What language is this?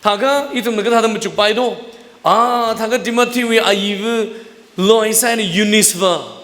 Tangkhul Naga (India)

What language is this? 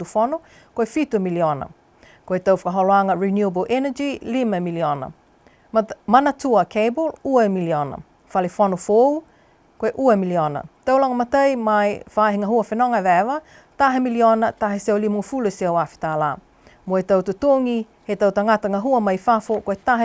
Niuean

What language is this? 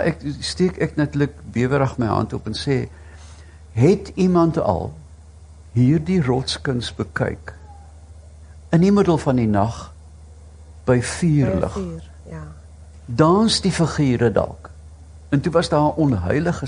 Afrikaans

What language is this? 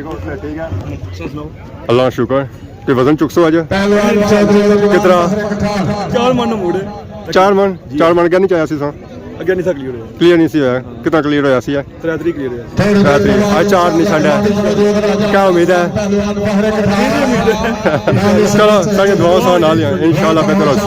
Pahari-Potwari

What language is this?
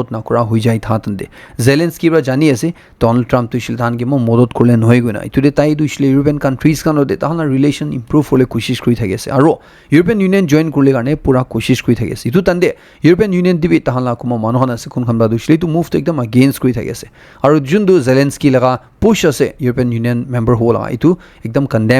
Naga Pidgin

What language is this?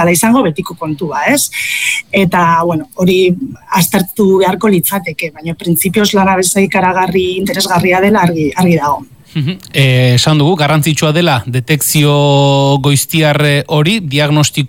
Basque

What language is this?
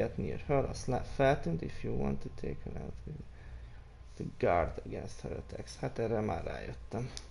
Hungarian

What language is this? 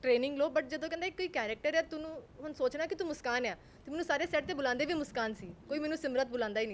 Punjabi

